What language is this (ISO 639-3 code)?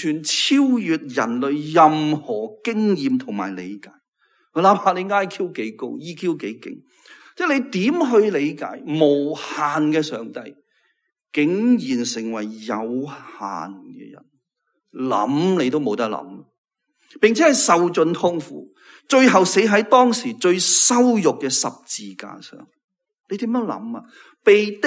yue